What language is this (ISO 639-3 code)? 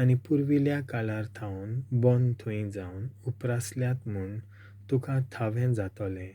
kok